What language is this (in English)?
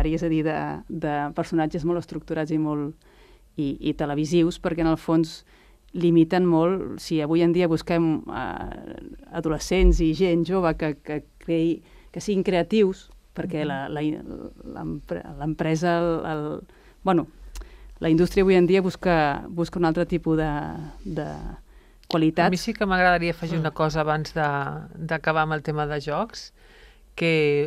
Catalan